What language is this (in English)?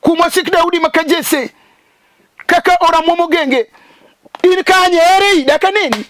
Luo (Kenya and Tanzania)